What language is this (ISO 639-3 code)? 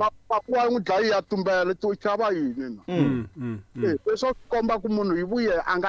tso